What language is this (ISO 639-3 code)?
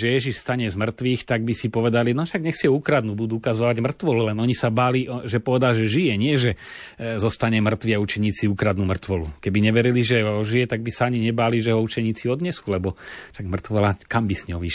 slk